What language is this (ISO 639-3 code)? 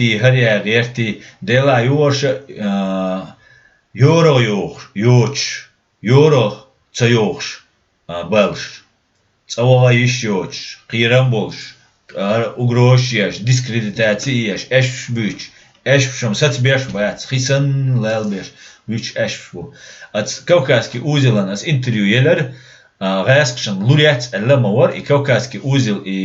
che